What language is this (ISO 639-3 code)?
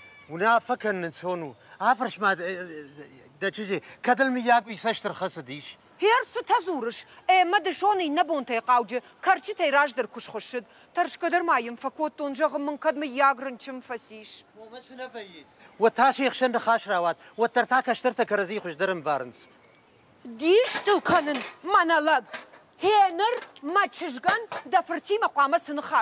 oss